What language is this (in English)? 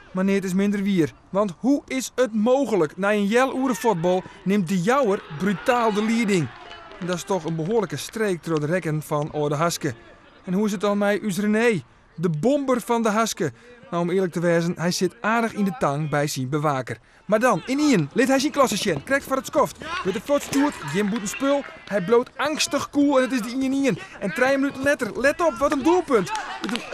Western Frisian